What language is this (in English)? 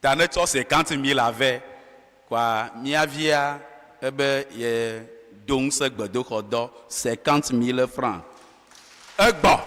Ewe